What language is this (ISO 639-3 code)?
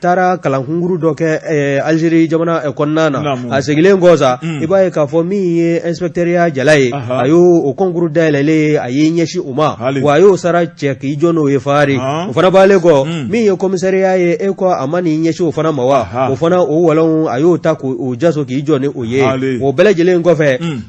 bam